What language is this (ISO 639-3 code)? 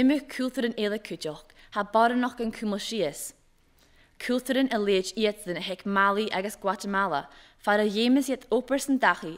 gla